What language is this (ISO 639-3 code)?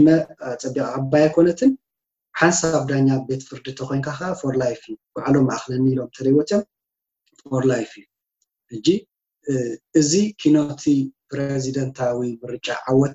tir